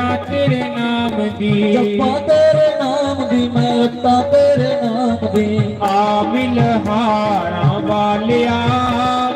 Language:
Dogri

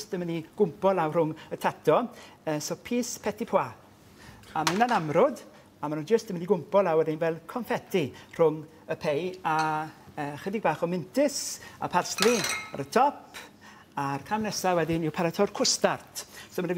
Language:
Welsh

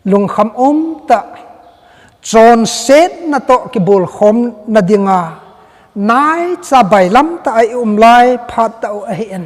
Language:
Thado Chin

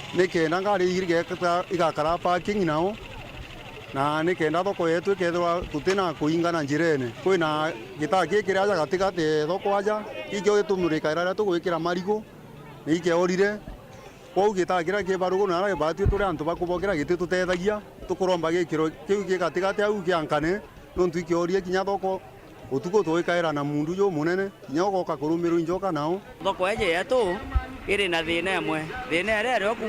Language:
Meru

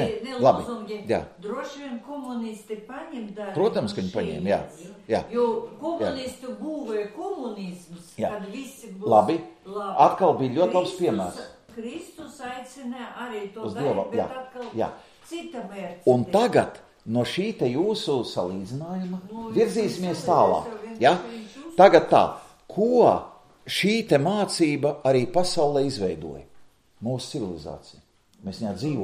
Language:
Latvian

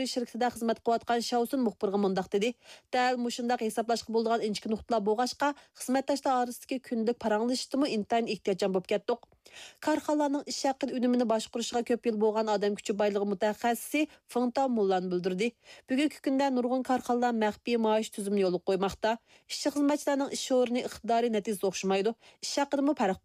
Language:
Uyghur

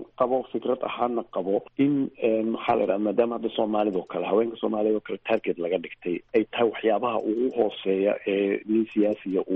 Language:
Somali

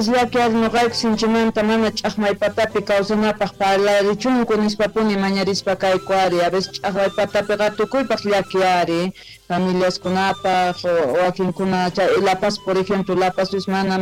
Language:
Quechua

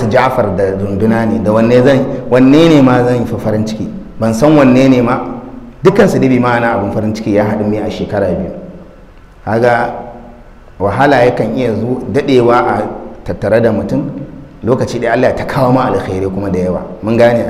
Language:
Hausa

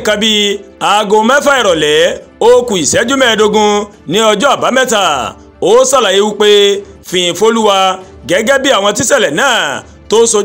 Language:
Yoruba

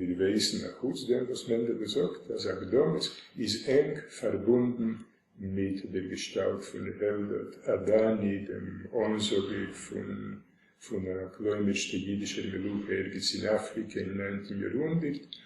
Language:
Yiddish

